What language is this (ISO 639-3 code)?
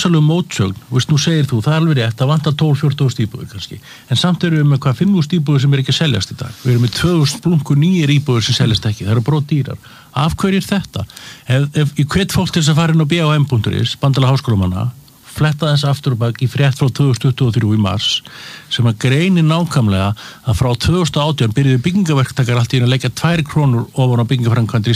isl